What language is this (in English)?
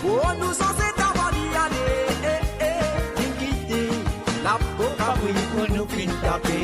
Morisyen